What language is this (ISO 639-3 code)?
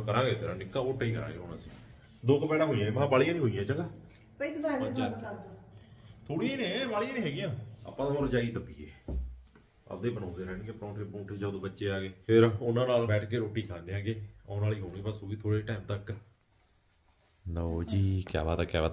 pan